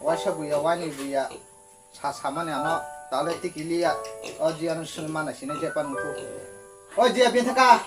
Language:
Kok Borok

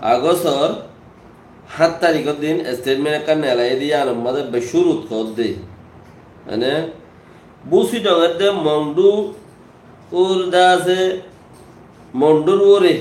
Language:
Rohingya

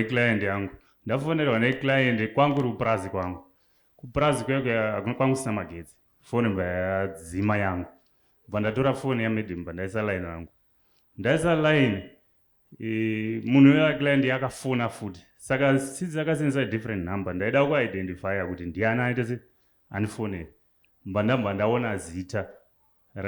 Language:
Shona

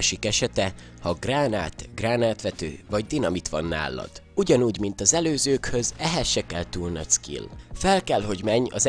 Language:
Hungarian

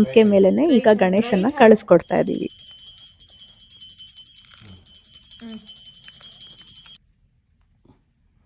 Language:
Kannada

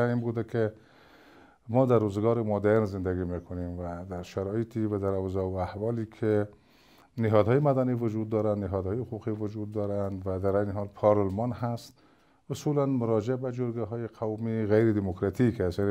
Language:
Persian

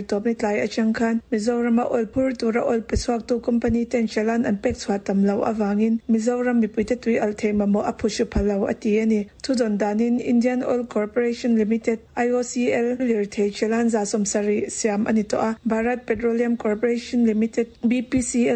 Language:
Mizo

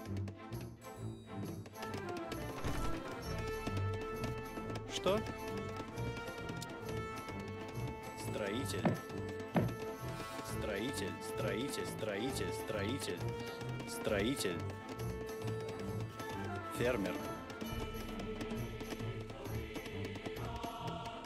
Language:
Russian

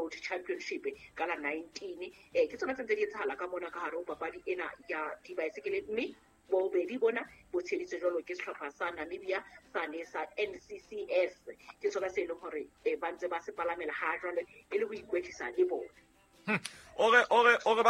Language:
Southern Sotho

